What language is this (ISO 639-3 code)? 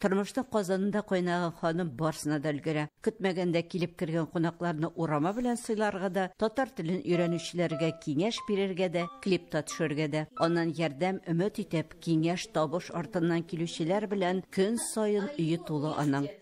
tat